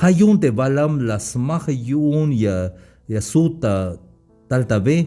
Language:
Tzeltal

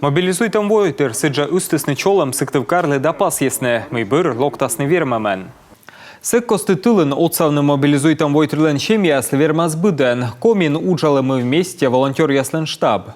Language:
Komi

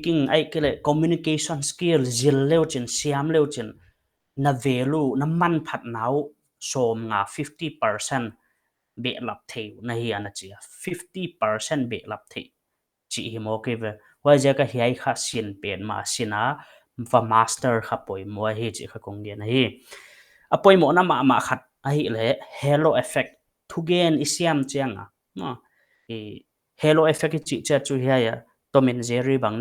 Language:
Paite Chin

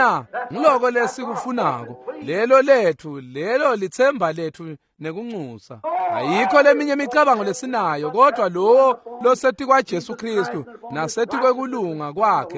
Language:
Swati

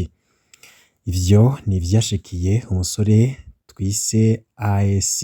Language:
Rundi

